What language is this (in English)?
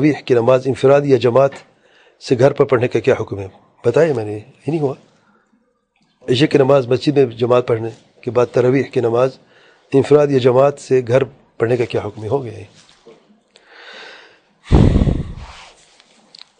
Urdu